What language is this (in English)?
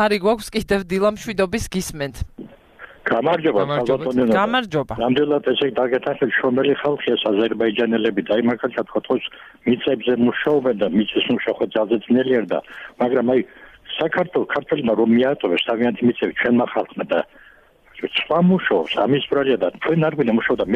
Georgian